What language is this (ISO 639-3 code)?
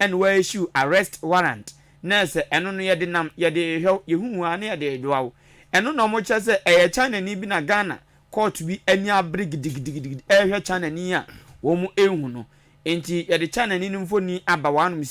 aka